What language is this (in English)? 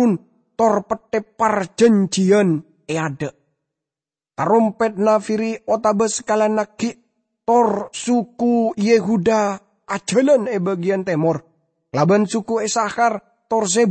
Madurese